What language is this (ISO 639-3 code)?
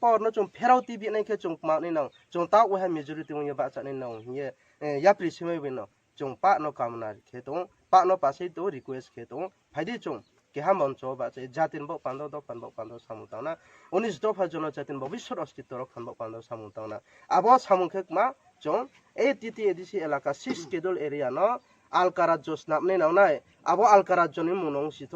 ria